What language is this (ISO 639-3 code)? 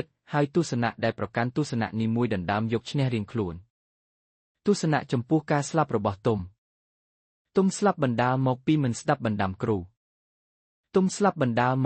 khm